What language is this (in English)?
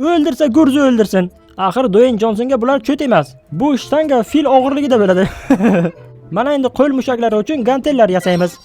Uzbek